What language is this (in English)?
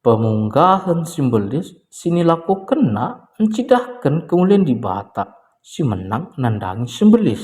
Batak Karo